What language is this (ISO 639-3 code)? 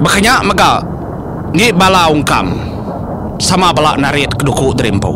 iba